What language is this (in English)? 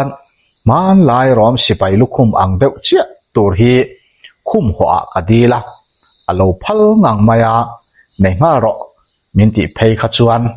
Mizo